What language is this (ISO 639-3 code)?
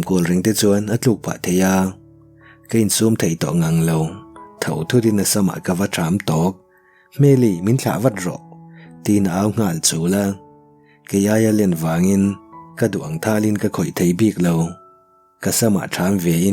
lus